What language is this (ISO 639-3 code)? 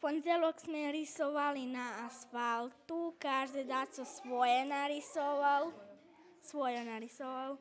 rue